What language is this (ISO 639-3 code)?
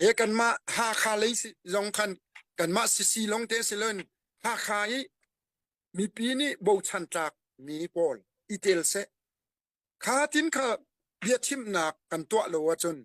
cnh